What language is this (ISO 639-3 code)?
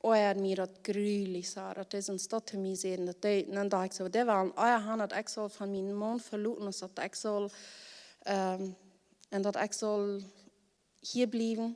pdt